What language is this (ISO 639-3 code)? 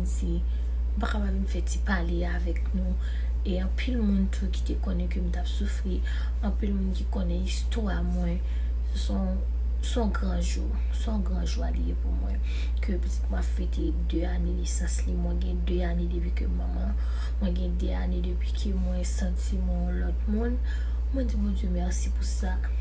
hat